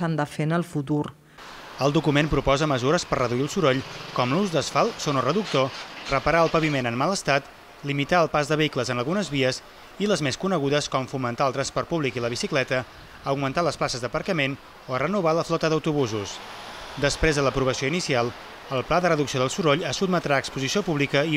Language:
Catalan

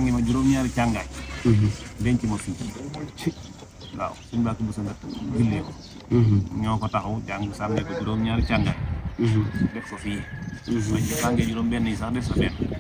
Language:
Wolof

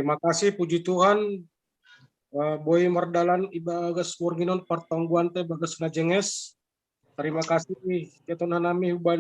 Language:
Batak Simalungun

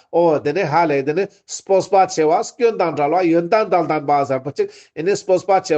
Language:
Ladakhi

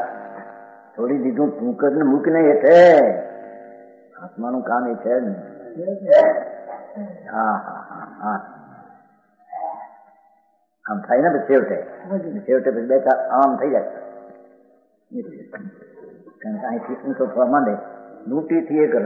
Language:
Gujarati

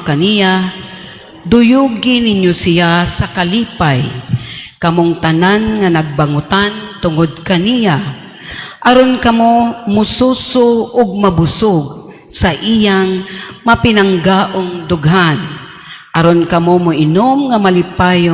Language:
Cebuano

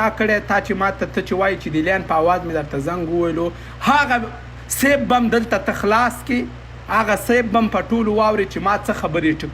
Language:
Pashto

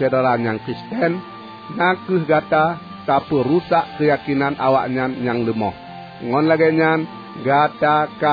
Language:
Achinese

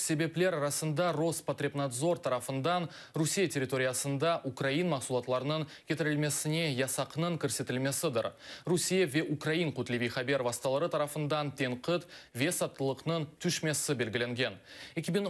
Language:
Crimean Tatar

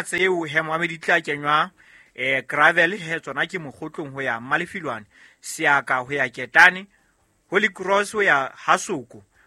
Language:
Southern Sotho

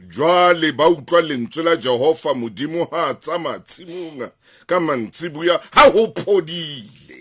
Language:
Southern Sotho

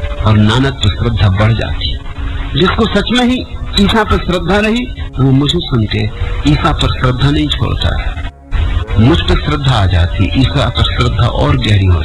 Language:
Hindi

